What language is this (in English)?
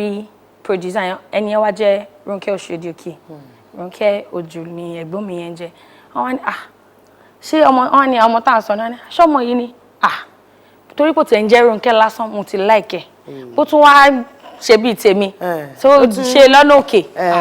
Yoruba